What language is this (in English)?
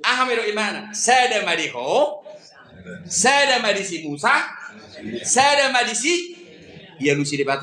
Batak Toba